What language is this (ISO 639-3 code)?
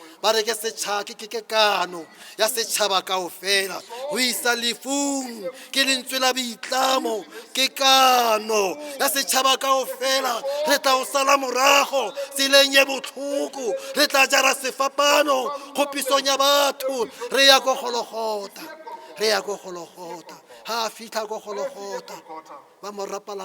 sot